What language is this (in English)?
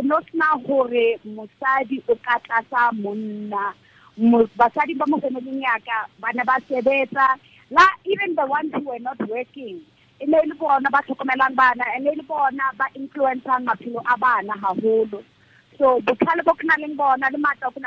Tswana